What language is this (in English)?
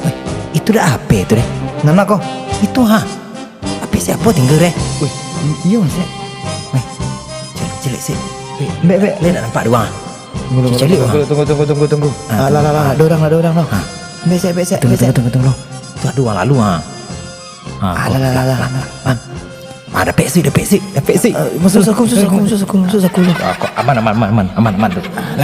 Minangkabau